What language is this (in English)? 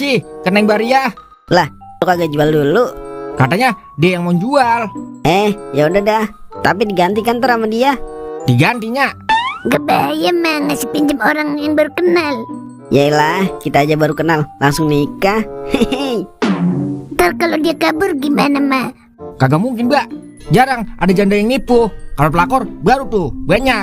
Betawi